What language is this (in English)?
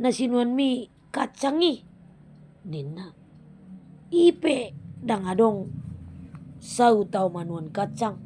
Batak Toba